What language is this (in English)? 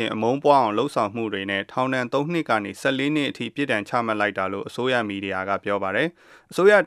Burmese